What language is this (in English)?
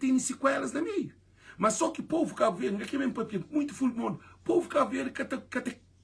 Kabuverdianu